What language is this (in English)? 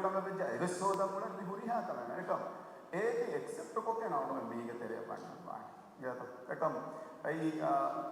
Divehi